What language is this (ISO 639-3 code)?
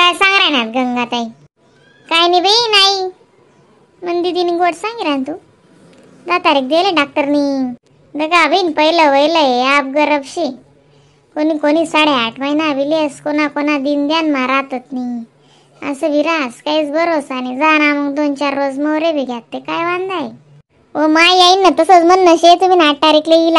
khn